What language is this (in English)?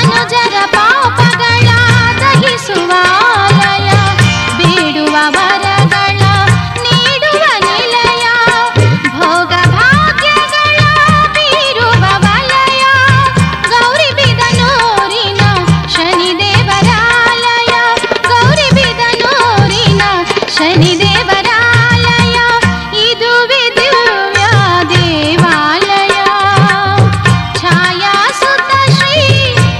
Kannada